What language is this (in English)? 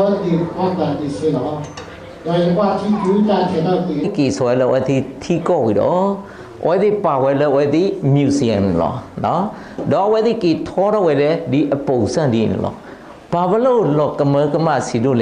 S'gaw Karen